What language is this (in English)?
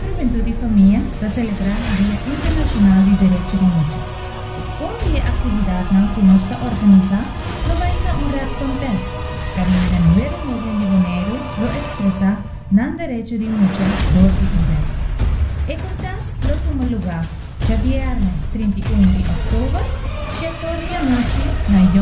Papiamento